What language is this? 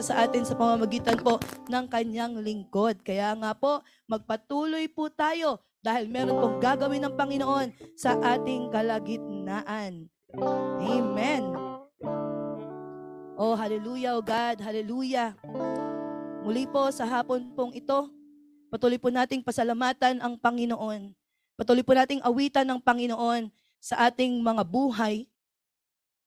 Filipino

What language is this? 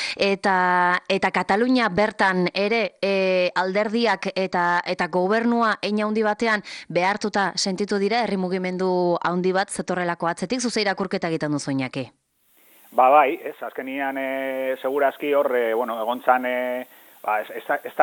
Basque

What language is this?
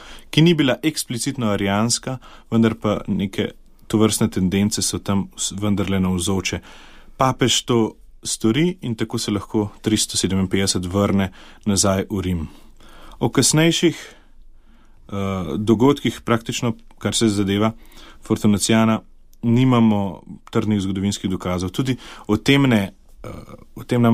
Slovenian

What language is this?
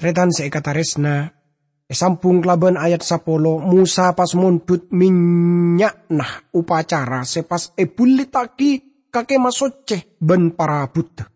Madurese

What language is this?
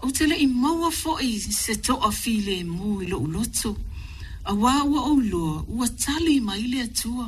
Samoan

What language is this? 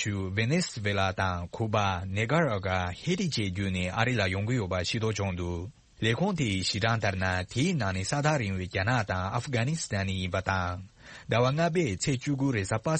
Tibetan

